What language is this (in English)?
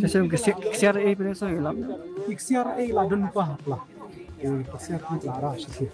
Khasi